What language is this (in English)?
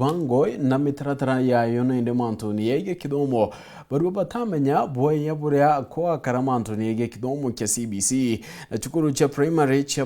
Meru